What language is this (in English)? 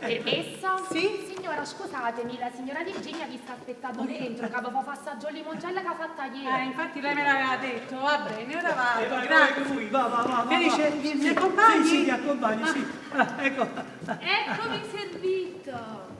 Neapolitan